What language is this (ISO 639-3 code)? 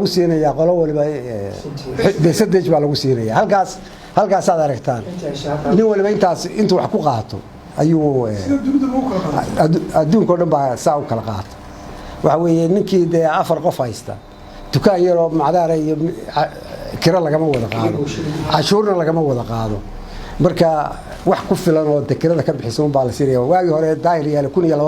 som